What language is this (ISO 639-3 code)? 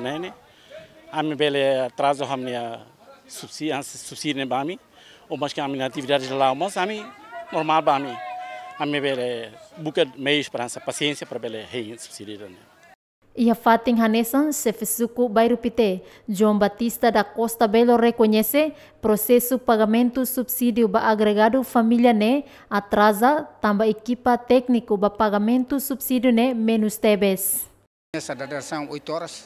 tet